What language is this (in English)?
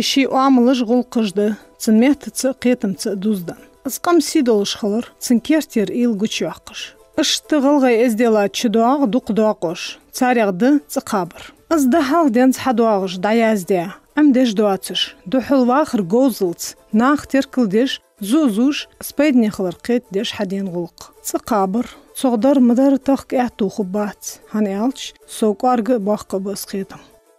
Ingush